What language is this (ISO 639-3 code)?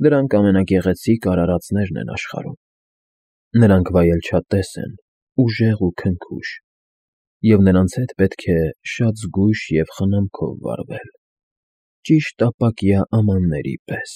hye